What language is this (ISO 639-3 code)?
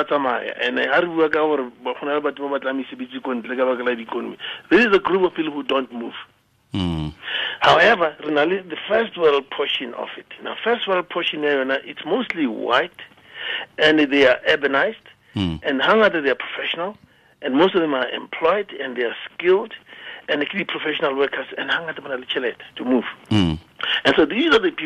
tsn